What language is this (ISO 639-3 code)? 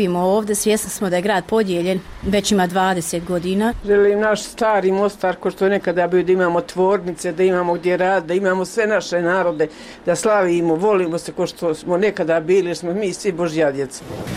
bos